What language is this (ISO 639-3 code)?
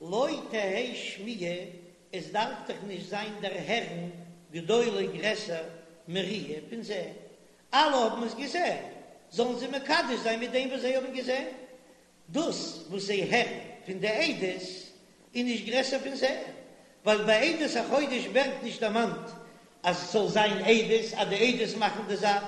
yid